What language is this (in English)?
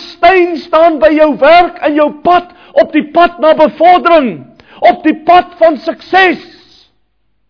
Afrikaans